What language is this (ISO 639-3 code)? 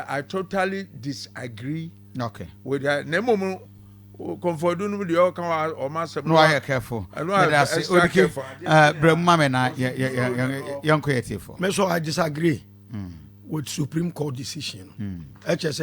aka